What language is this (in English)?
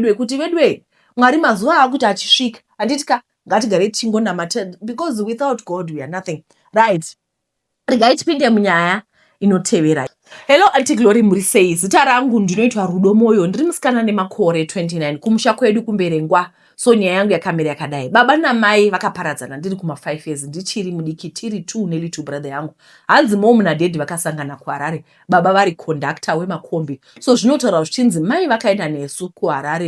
Shona